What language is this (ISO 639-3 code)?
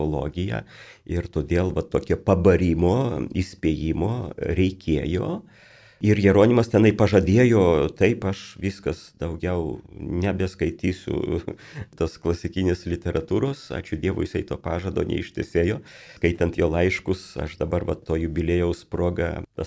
lit